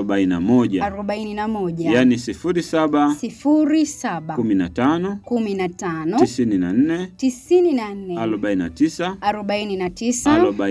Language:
Swahili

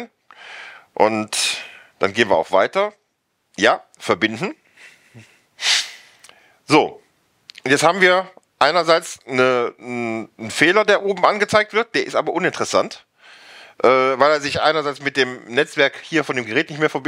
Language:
German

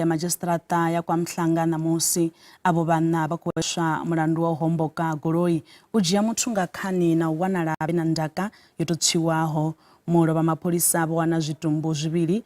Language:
Venda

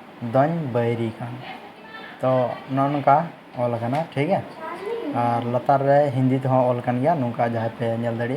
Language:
Santali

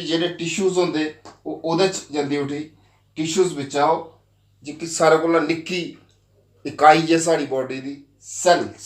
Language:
Dogri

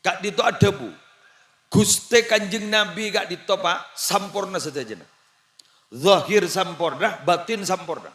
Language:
Madurese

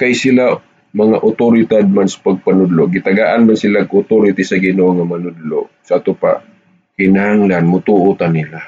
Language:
Cebuano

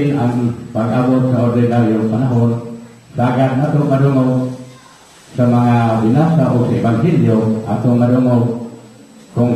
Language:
Cebuano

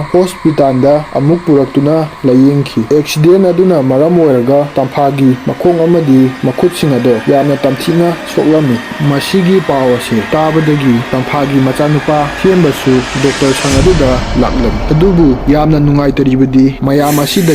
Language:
Manipuri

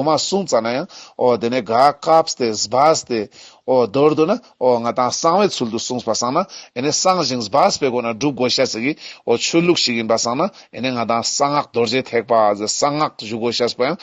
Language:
Ladakhi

